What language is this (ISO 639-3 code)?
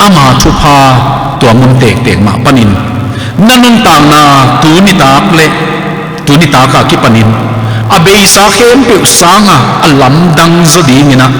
ctd